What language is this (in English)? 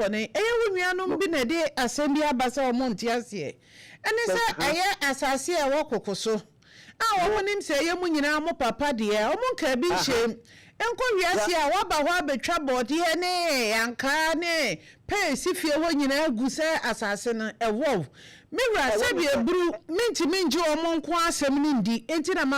Akan